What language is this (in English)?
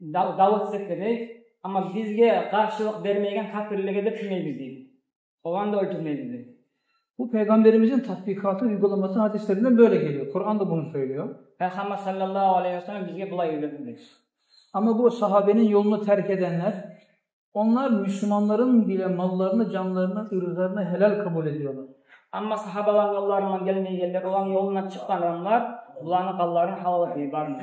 Kumyk